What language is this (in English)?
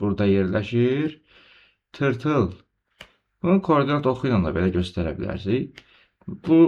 Azerbaijani